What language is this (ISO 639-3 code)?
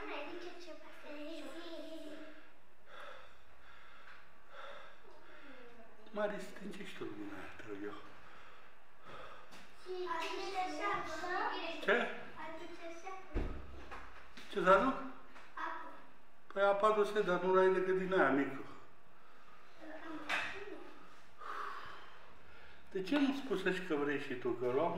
ron